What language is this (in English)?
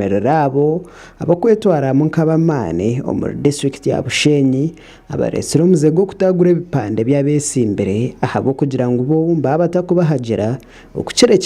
Nyankole